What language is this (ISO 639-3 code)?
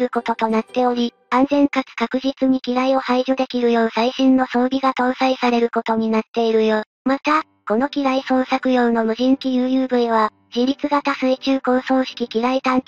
jpn